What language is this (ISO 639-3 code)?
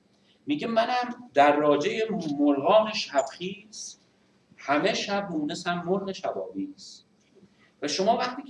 fas